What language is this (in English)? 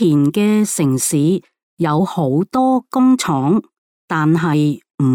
Cantonese